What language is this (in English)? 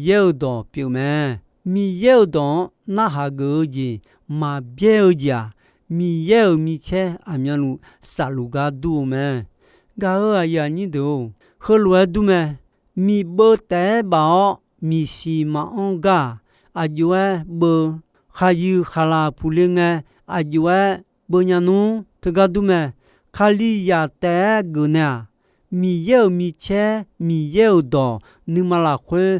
Akha